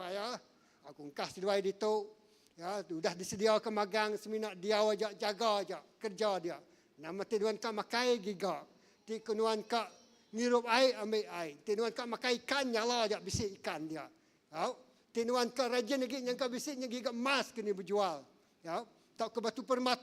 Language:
Iban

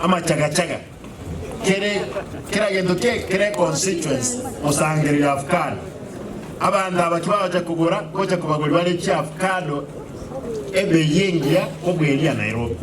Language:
Gusii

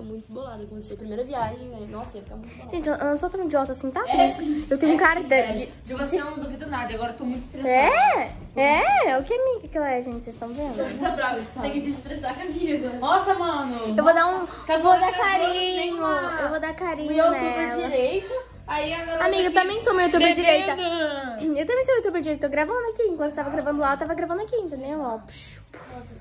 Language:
Portuguese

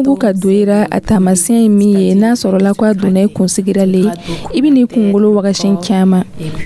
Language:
Dyula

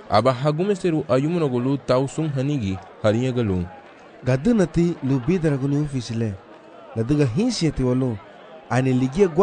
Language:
Garifuna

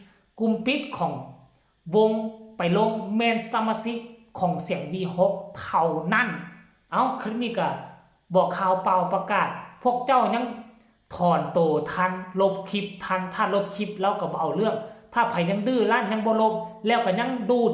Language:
Northeastern Thai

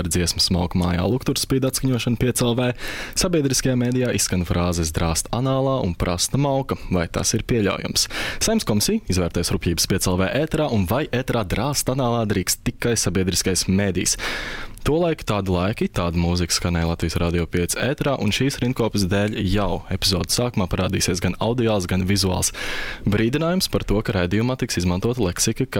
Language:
Latvian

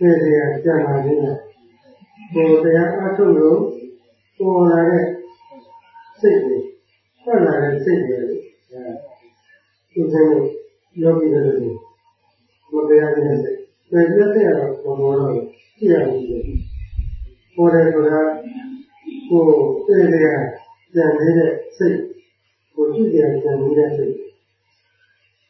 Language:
Burmese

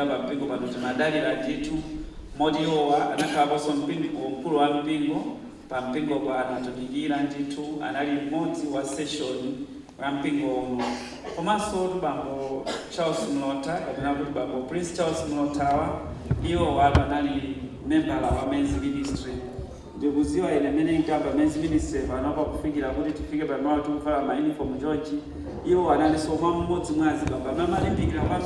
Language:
Nyanja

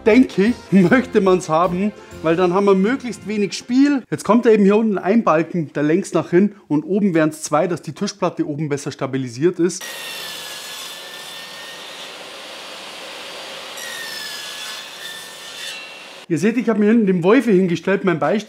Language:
German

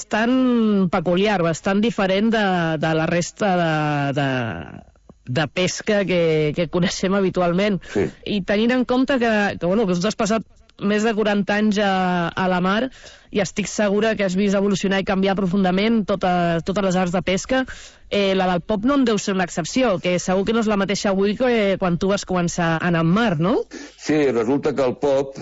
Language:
Catalan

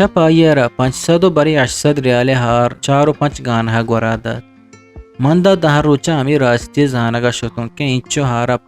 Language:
Eastern Balochi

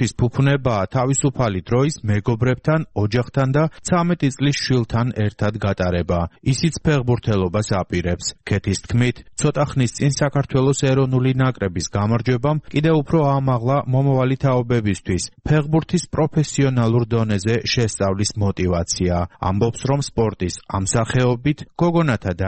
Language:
Georgian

